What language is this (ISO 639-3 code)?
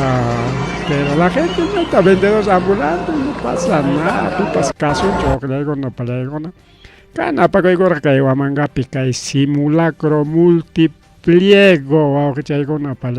quy